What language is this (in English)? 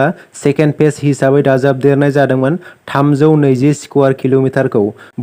Bodo